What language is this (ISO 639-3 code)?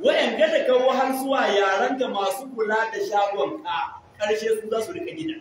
hau